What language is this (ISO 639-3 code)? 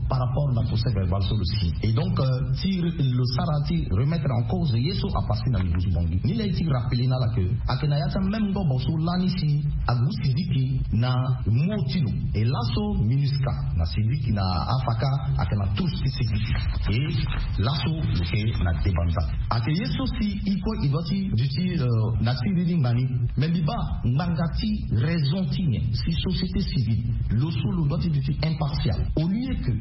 sag